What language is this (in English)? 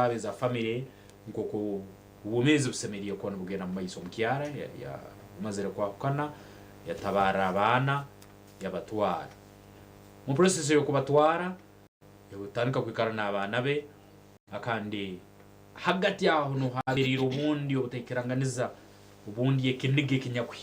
Nyankole